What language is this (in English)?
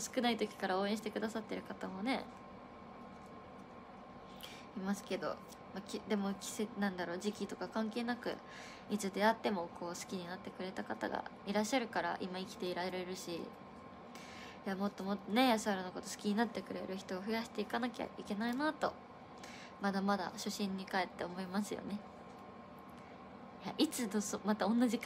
Japanese